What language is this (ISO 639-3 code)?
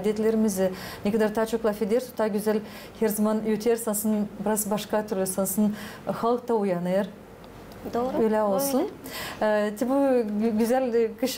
gag